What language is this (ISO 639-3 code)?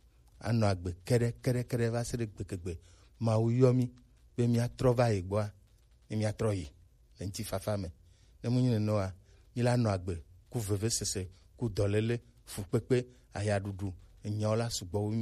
gej